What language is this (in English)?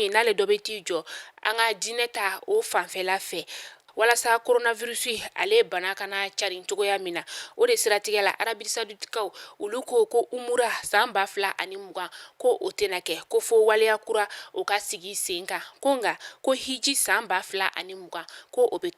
Bambara